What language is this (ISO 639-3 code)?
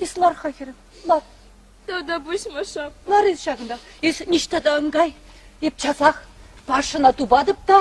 chv